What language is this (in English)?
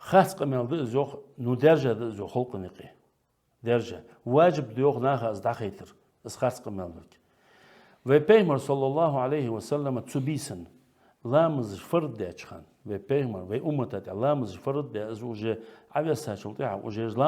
Ingush